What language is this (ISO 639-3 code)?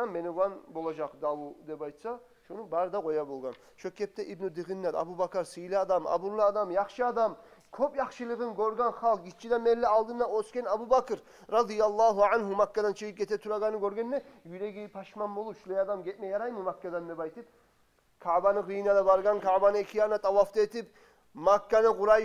kum